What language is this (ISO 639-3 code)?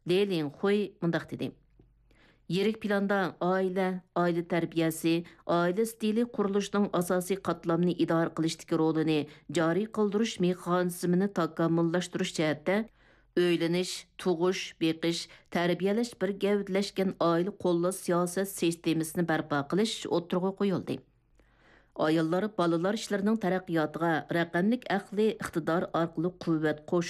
uig